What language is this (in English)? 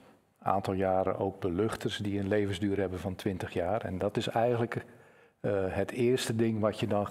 Dutch